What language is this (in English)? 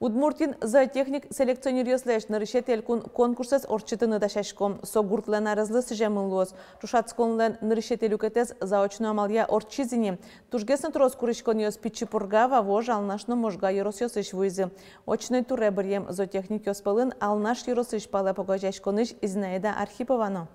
Udmurt